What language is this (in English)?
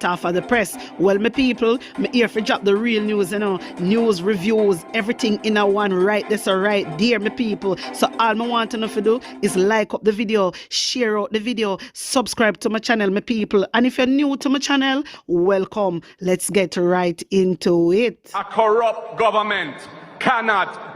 Jamaican Creole English